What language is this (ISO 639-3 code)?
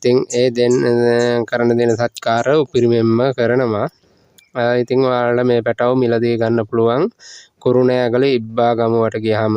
sin